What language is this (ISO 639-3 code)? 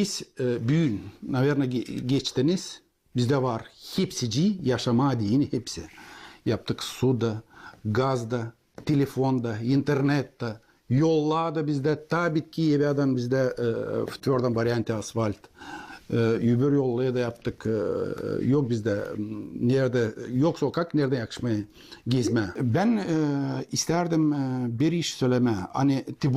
gag